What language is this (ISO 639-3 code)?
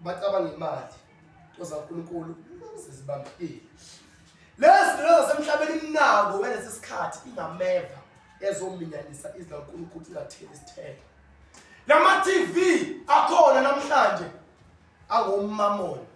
zul